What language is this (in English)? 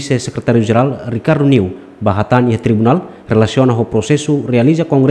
Tetum